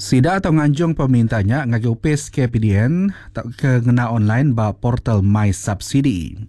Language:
Iban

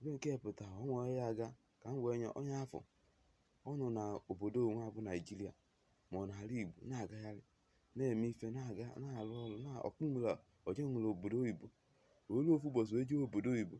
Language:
Igbo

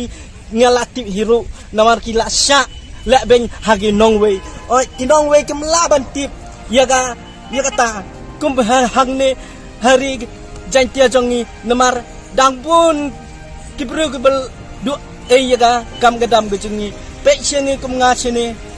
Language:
Khasi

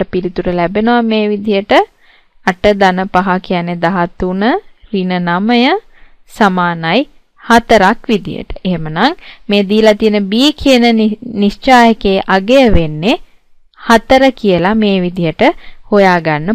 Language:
Sinhala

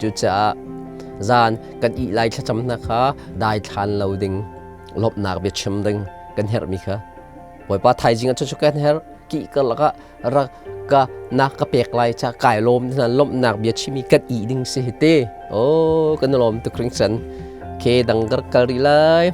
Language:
Hakha Chin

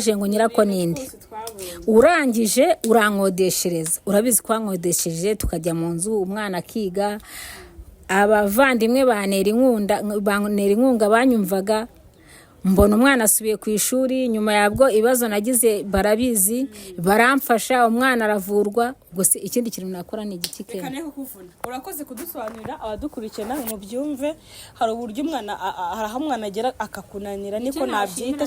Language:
Kinyarwanda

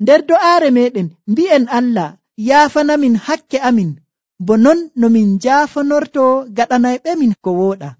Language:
Nigerian Fulfulde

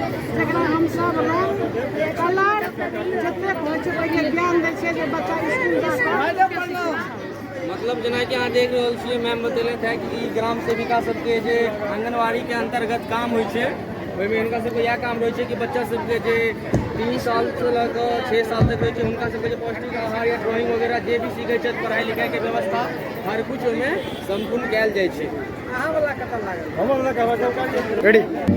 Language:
Maithili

